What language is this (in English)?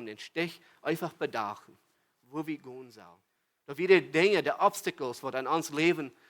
Plautdietsch